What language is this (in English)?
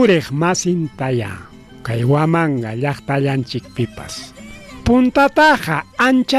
Ayacucho Quechua